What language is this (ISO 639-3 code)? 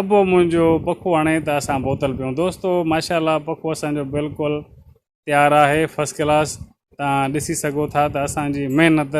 snd